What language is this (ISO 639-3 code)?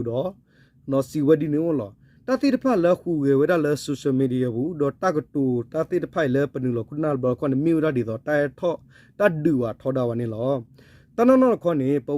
ksw